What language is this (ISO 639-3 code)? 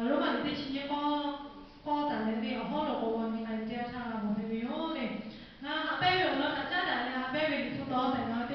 lhu